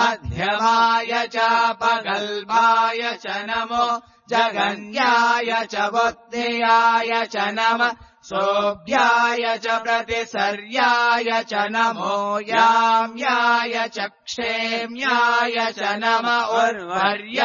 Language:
Sanskrit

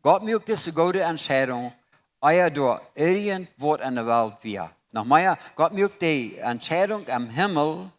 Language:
Plautdietsch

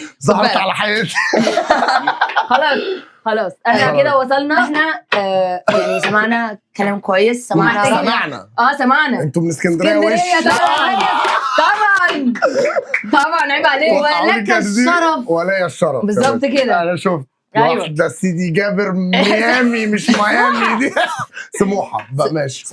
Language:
Egyptian Arabic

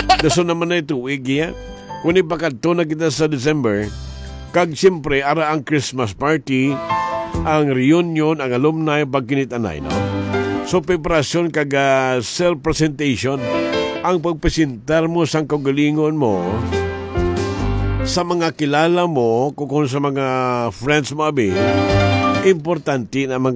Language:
Hiligaynon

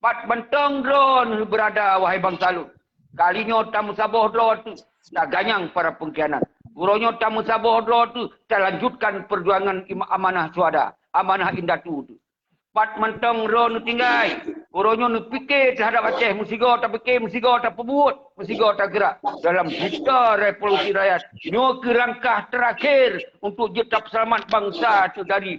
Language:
Achinese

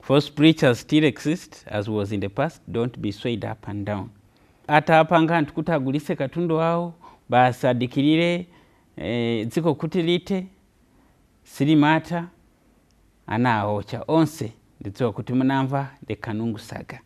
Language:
Nyanja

